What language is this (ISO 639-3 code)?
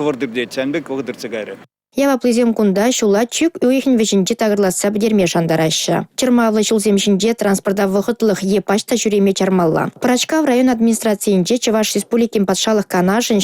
chv